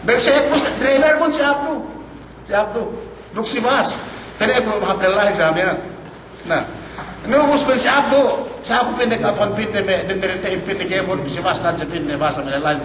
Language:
Yakan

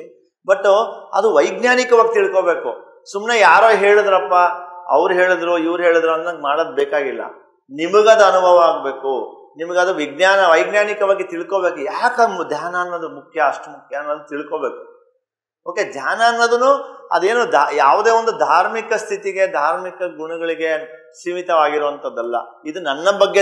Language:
Kannada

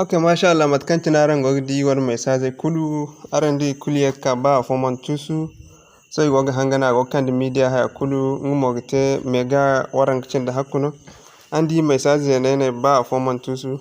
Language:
Zarma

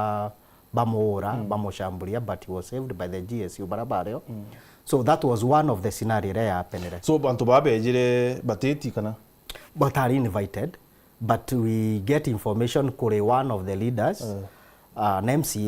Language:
Meru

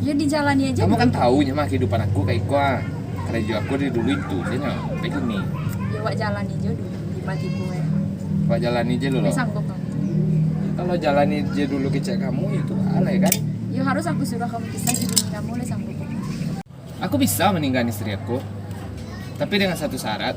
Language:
Minangkabau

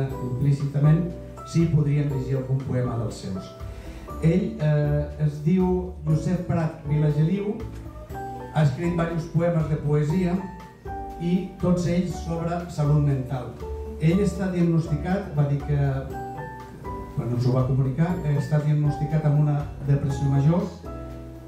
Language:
Catalan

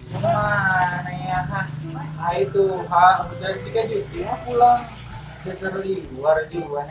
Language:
Banjar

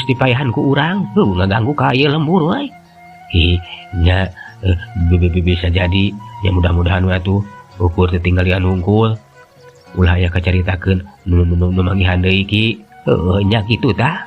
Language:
Sundanese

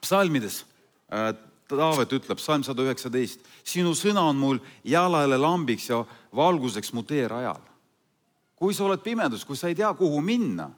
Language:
Estonian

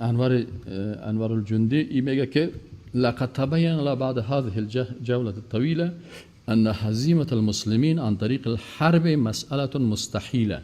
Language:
Persian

